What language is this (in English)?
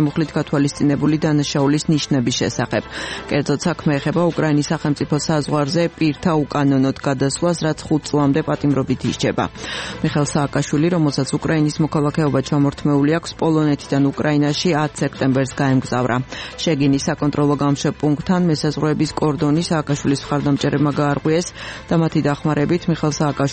Georgian